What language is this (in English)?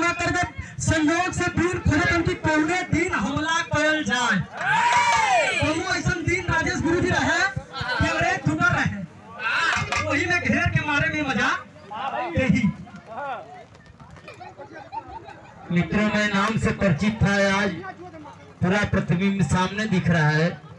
Bhojpuri